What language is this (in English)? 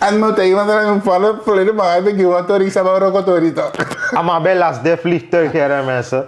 Sranan Tongo